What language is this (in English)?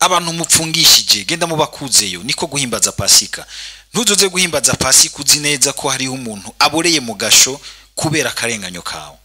Rundi